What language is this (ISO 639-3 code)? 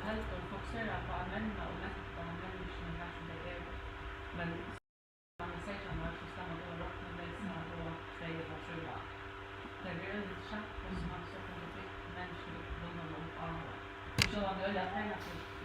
fao